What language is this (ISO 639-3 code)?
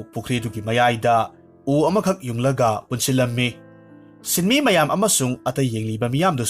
mni